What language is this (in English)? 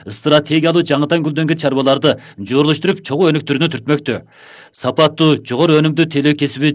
Kyrgyz